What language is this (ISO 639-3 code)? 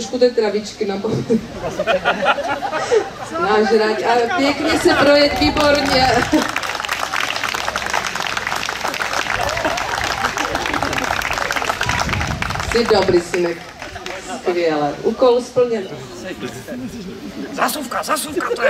ces